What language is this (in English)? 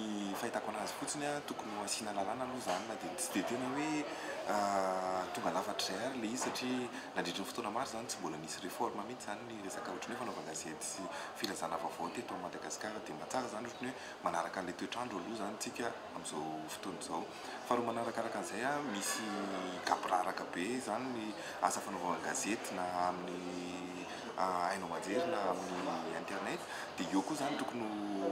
Malagasy